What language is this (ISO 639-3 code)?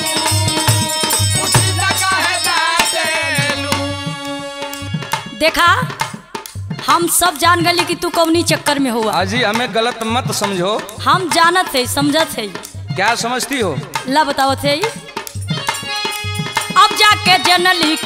bho